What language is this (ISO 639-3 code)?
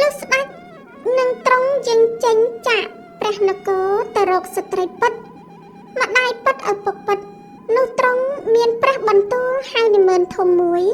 khm